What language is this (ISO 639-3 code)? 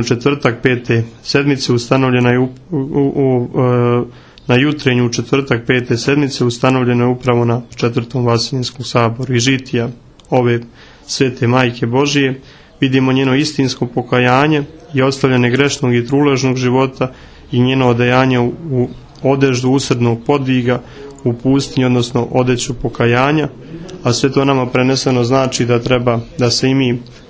srp